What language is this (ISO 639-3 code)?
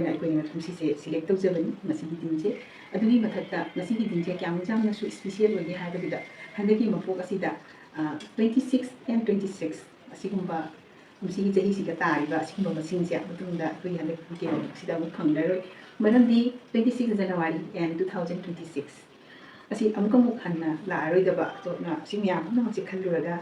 mni